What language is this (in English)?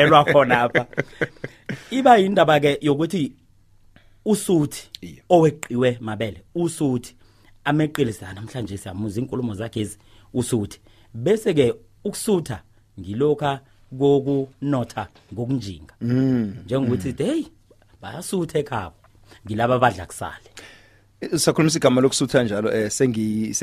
South Ndebele